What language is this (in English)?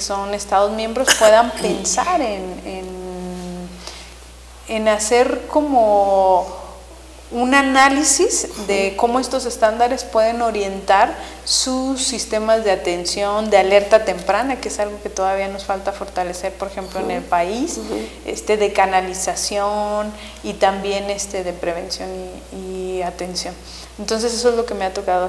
Spanish